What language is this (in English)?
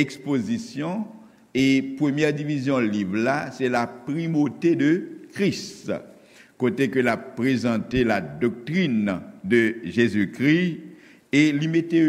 Haitian Creole